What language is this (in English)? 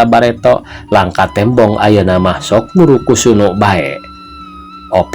Sundanese